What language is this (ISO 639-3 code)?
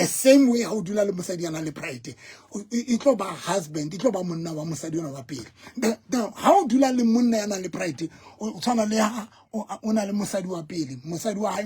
sot